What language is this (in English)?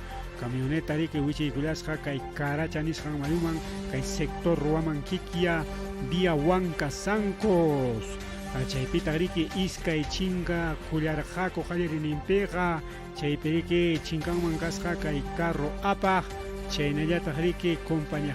Ayacucho Quechua